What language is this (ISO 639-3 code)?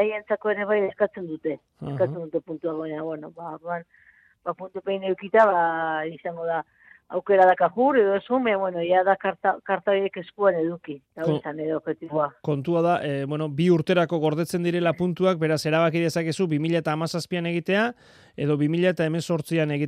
eus